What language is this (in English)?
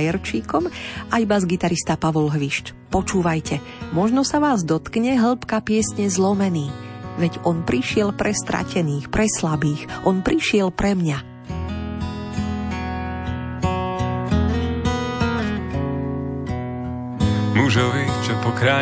Slovak